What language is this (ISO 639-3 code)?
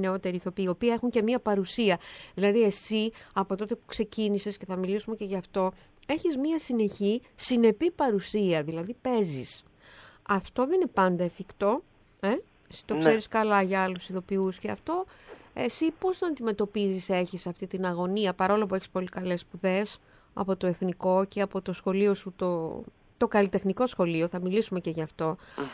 ell